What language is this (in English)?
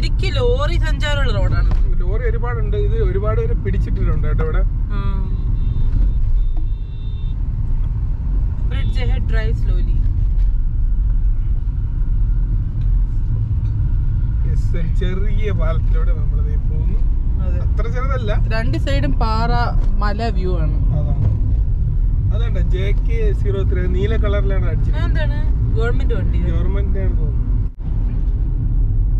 Malayalam